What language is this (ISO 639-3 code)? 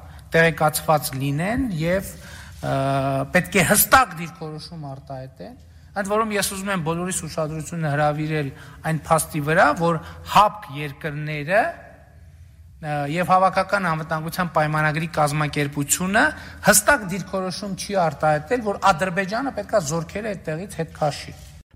hye